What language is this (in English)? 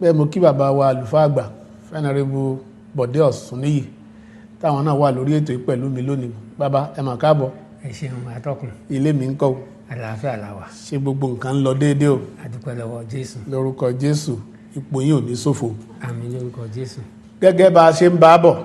Yoruba